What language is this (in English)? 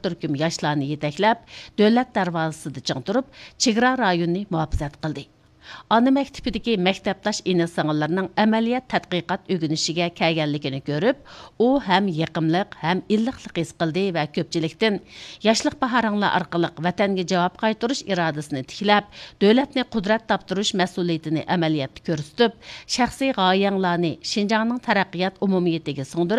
Uyghur